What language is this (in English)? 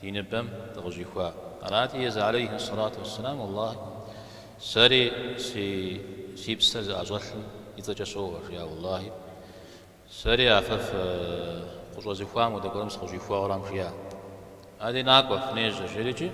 Kabardian